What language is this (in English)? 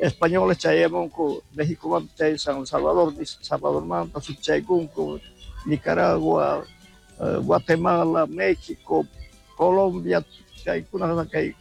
South Bolivian Quechua